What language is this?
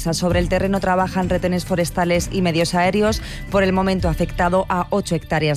Spanish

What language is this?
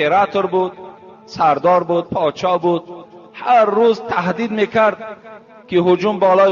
Tajik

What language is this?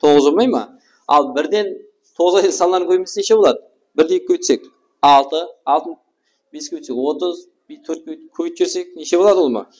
Kara-Kalpak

